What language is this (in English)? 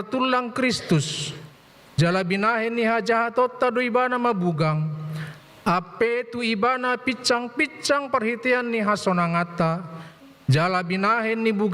Batak Toba